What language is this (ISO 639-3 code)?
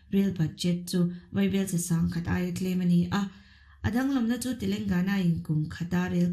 lus